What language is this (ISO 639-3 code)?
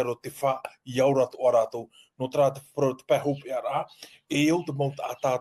tah